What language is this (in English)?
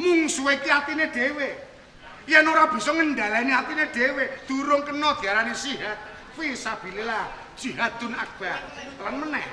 Javanese